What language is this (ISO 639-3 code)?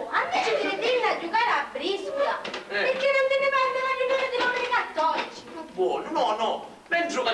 scn